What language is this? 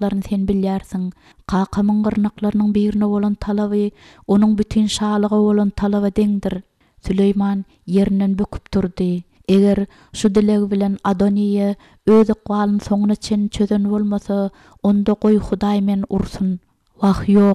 Turkmen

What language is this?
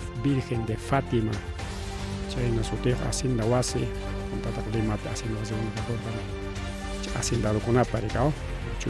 Ayacucho Quechua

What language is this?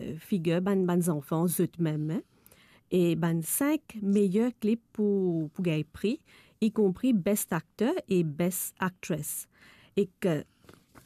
Morisyen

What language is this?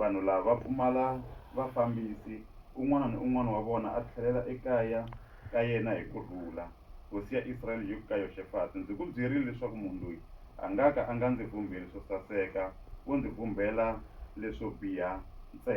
Tsonga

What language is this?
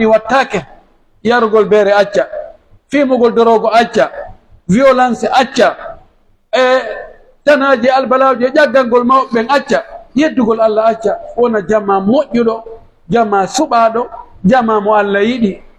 Pular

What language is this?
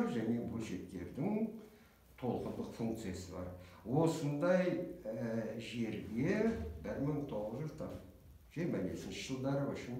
Kazakh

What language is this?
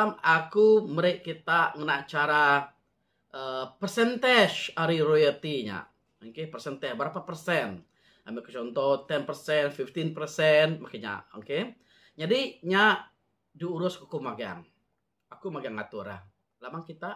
Iban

